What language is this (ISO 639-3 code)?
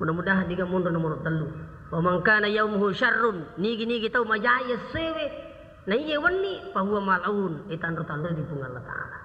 bug